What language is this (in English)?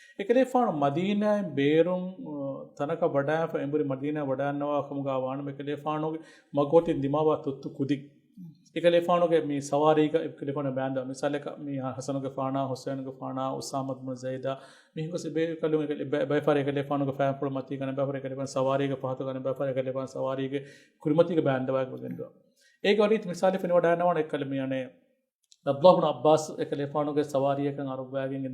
Divehi